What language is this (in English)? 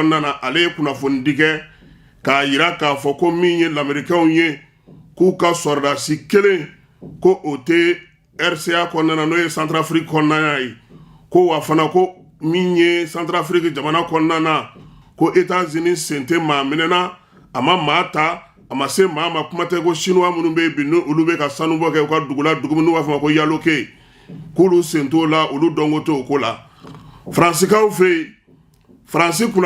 Bambara